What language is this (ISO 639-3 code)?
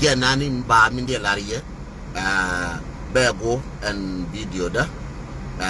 nus